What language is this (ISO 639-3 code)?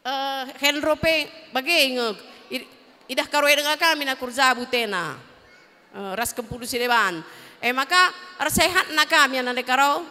btx